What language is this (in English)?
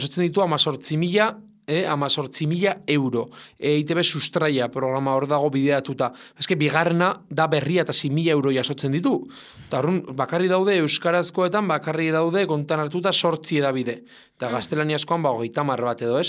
Basque